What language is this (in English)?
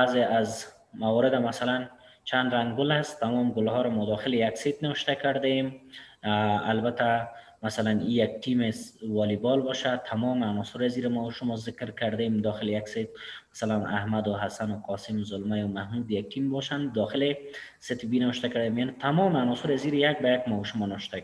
Persian